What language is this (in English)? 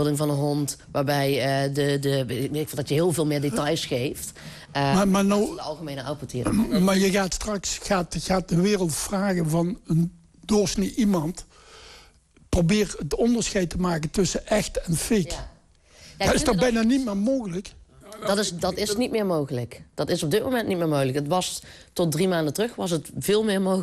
Dutch